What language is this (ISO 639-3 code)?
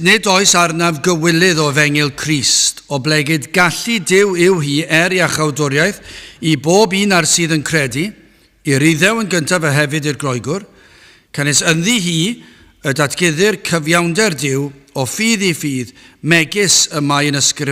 cym